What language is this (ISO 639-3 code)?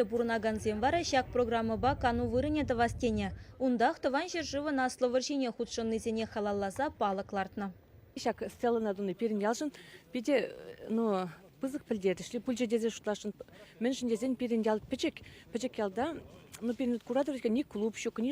chv